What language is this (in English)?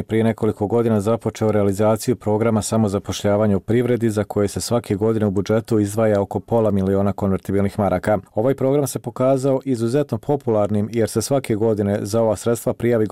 Bosnian